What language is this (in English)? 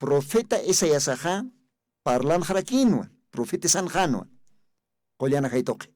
Aymara